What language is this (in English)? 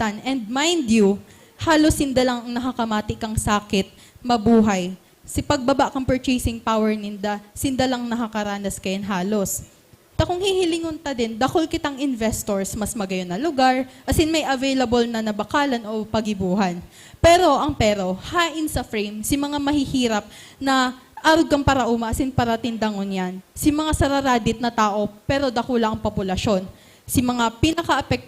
Bikol